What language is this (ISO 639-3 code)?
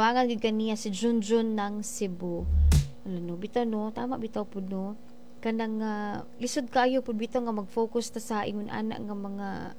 ceb